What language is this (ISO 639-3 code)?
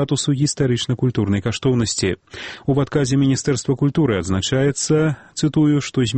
bel